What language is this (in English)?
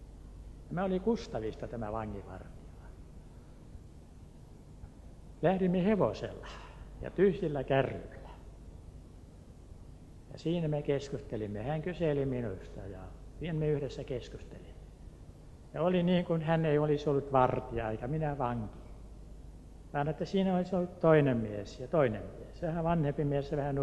Finnish